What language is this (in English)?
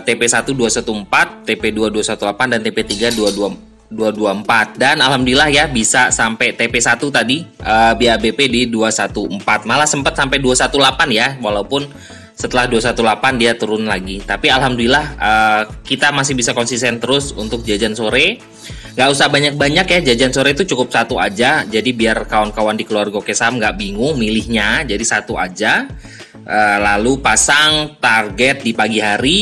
Indonesian